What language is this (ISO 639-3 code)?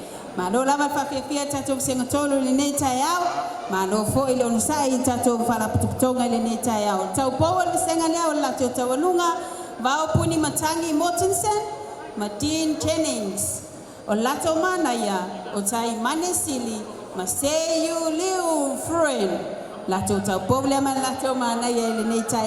smo